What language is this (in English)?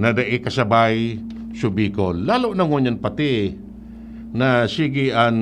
Bikol